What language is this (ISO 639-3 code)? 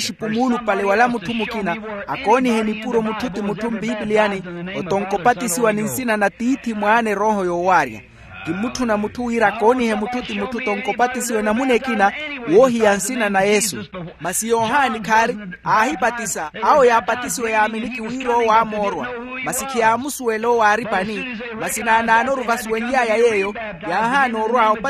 vmw